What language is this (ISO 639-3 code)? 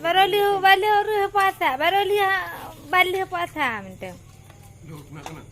ace